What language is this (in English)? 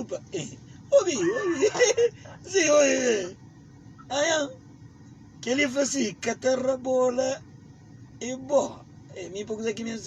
Kabuverdianu